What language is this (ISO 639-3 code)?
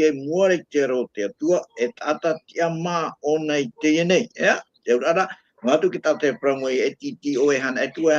tah